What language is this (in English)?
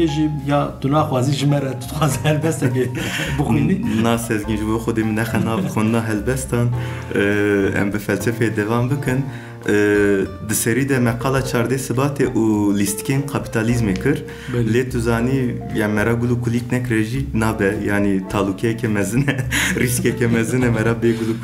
Kurdish